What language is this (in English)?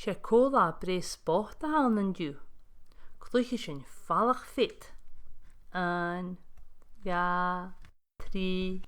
Scottish Gaelic